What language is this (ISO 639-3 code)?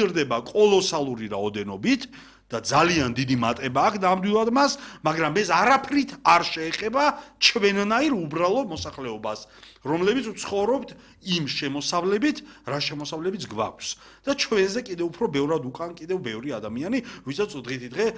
kat